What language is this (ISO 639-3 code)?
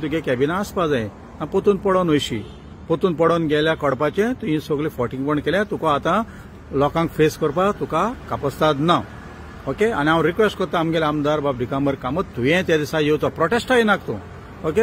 kok